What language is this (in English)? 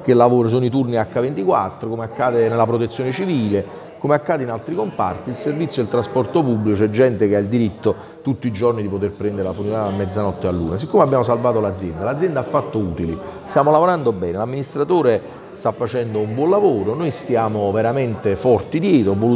Italian